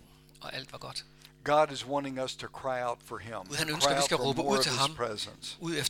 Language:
Danish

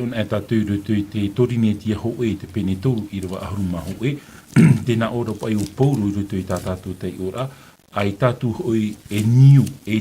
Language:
Tahitian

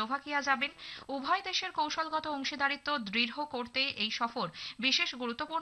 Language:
Bangla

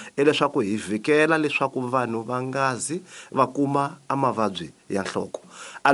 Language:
Tsonga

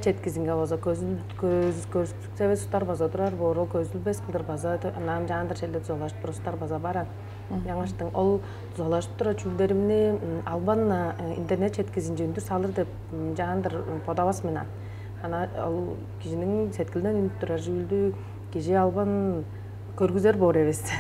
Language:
Tuvinian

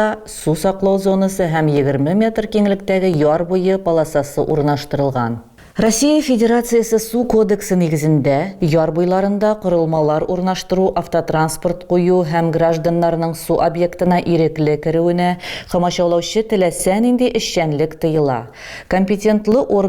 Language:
Tatar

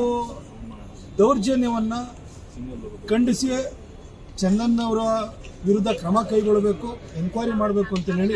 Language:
Kannada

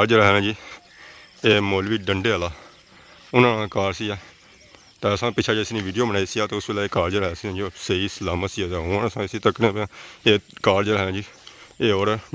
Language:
Pahari-Potwari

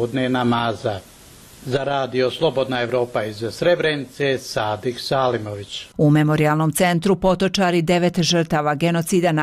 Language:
Bosnian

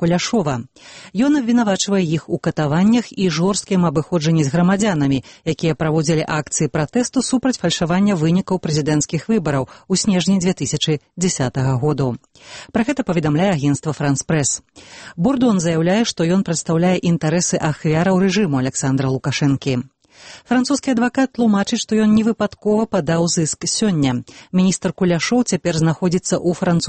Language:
Belarusian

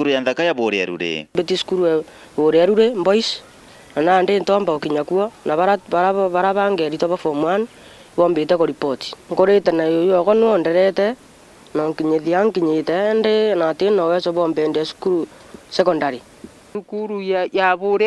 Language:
Meru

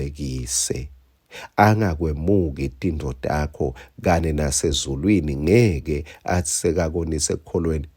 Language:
Swati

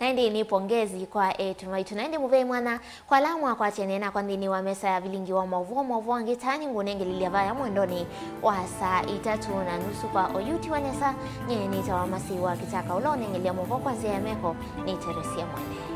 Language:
Kamba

